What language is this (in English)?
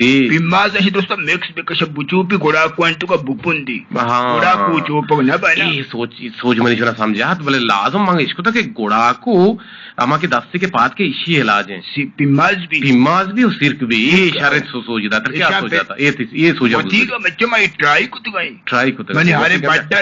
Eastern Balochi